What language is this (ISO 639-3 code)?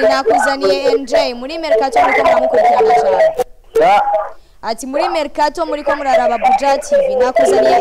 run